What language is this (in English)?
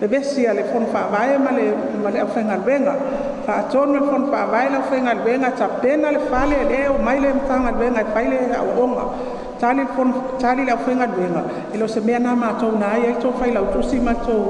Samoan